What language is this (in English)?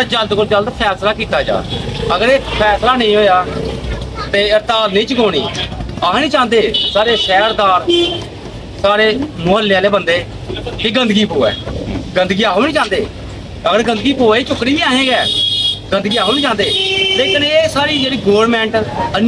Dogri